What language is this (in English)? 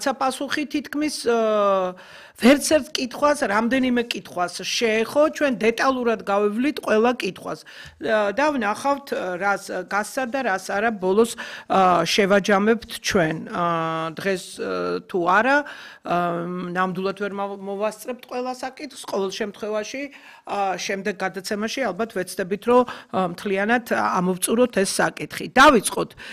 Georgian